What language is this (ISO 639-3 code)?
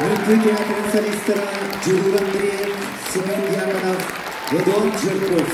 sah